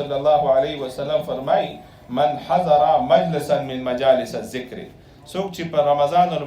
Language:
Pashto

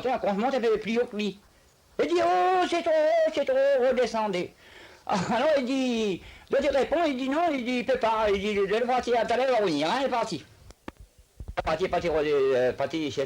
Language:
Réunion Creole French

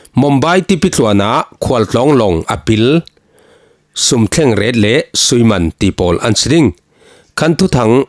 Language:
Falam Chin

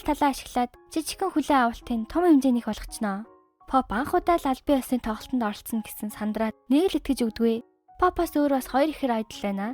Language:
Mongolian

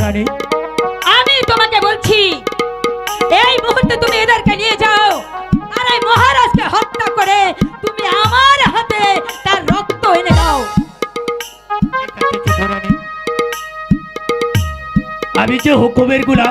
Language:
Bangla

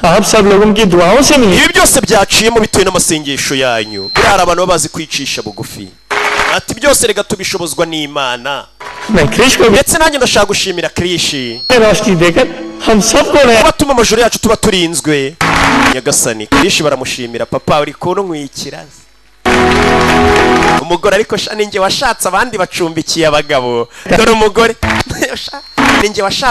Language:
Kinyarwanda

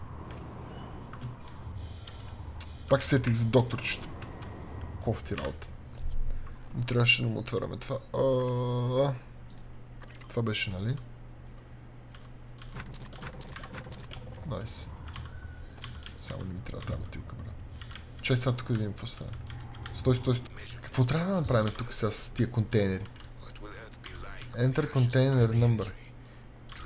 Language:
Bulgarian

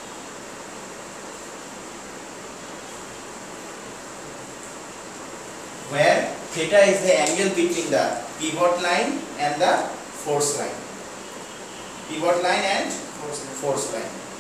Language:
Bangla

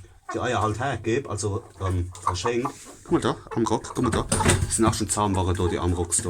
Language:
Palatine German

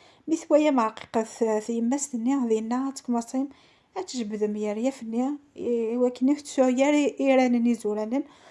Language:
Kabyle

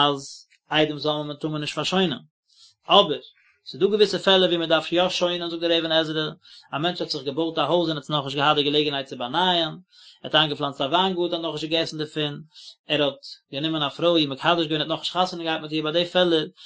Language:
Yiddish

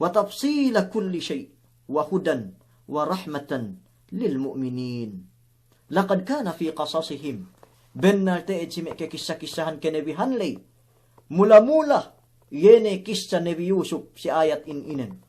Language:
Yakan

